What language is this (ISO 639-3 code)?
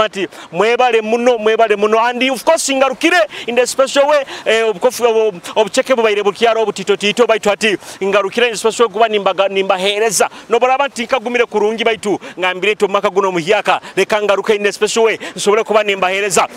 nyo